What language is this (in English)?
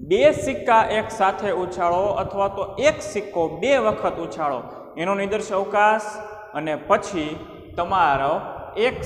Gujarati